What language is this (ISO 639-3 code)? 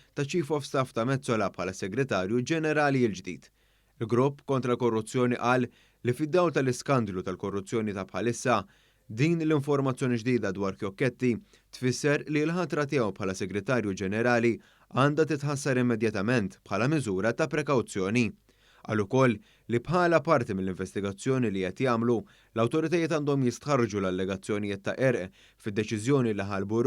mlt